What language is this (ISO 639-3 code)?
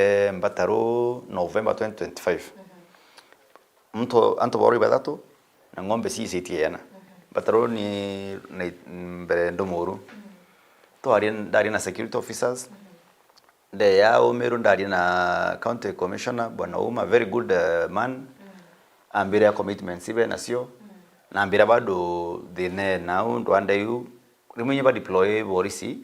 mer